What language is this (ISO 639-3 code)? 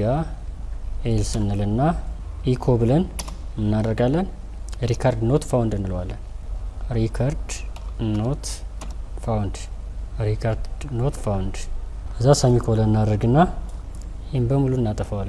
amh